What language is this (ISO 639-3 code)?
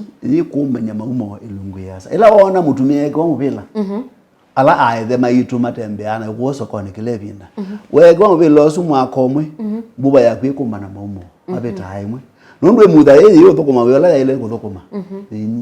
kam